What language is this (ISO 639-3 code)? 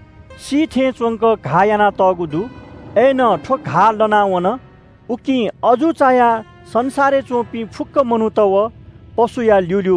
new